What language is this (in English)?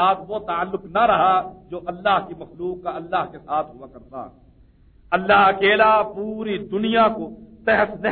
Urdu